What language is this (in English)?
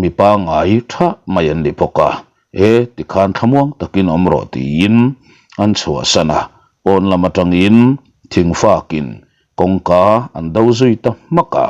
Mizo